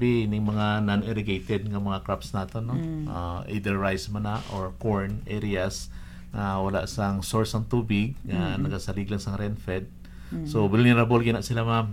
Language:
Hiligaynon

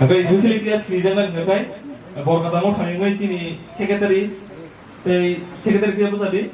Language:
Kok Borok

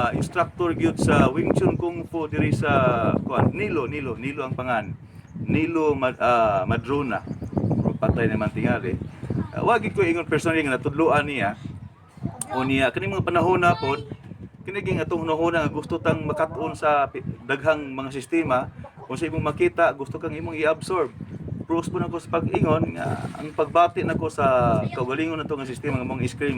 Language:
Cebuano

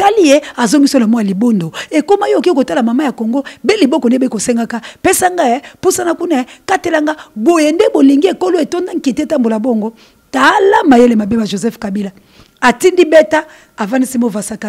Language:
Lingala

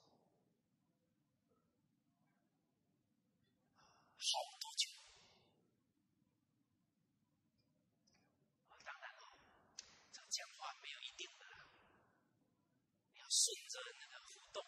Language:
Chinese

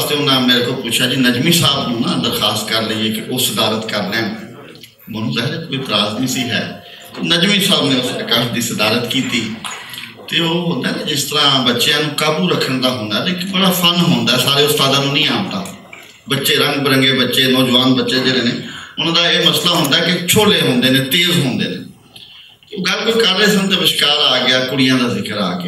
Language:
Western Panjabi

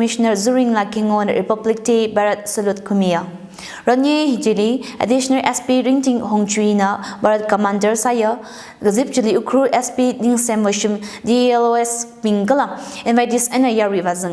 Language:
Tangkhul Naga (India)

